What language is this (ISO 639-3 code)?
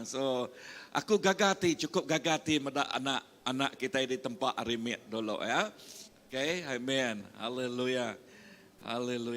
iba